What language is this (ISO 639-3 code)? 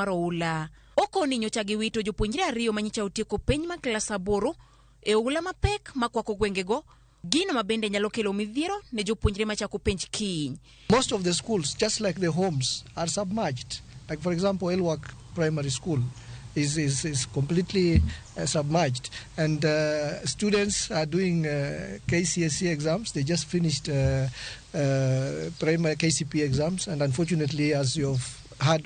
luo